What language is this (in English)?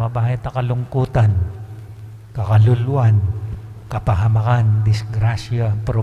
Pampanga